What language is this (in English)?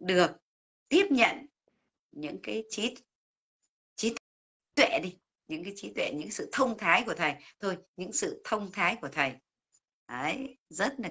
Vietnamese